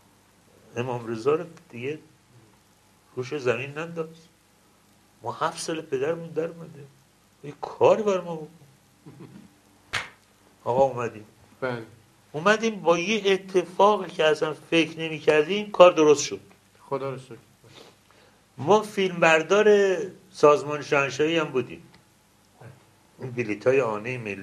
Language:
Persian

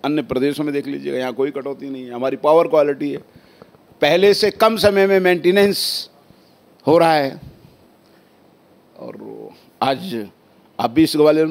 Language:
Hindi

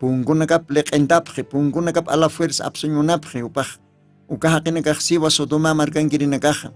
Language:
Aymara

